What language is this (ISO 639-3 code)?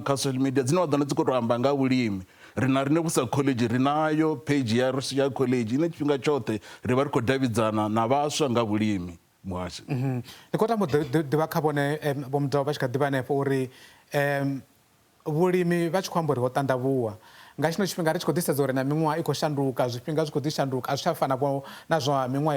ven